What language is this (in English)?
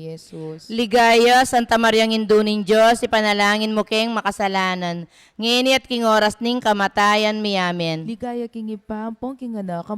Pampanga